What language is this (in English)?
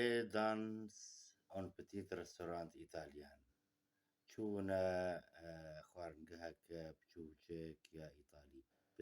Kurdish